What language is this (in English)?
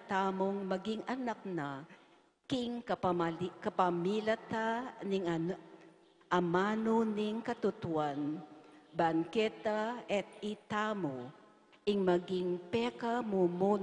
Pampanga